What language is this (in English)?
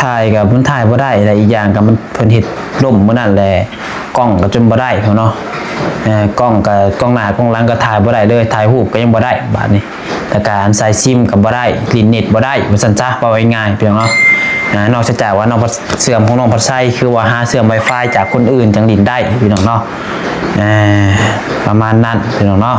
Lao